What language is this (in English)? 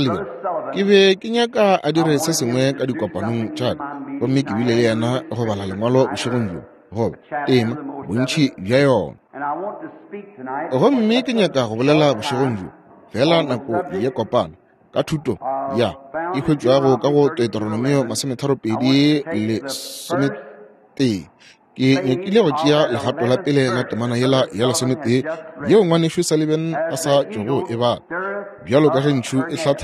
Northern Sotho